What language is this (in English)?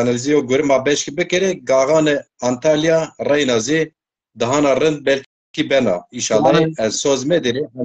Zaza